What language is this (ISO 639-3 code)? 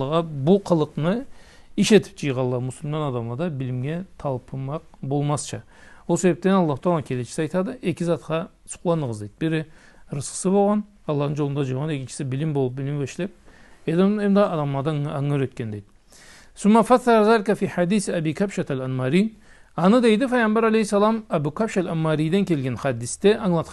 krc